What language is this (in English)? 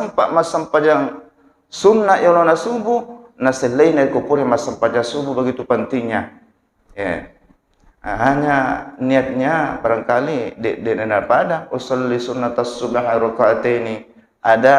Buginese